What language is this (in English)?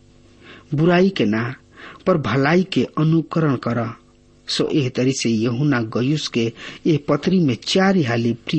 Bhojpuri